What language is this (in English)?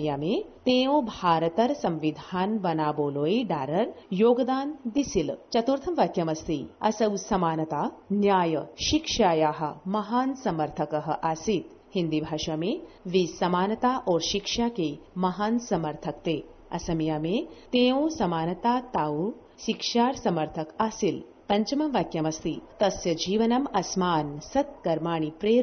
Sanskrit